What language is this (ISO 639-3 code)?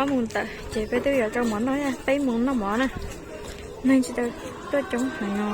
hmn